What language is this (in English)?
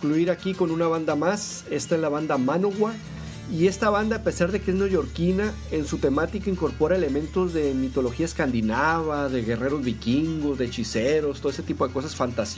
Spanish